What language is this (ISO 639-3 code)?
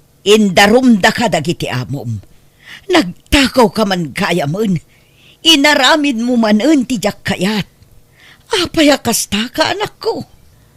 ilo